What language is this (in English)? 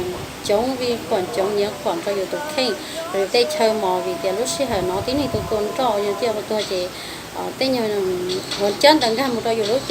Hmong